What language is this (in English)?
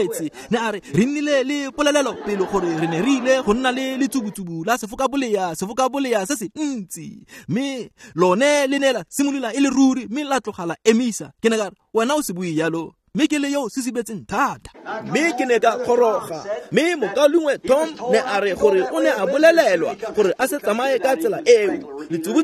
Tswana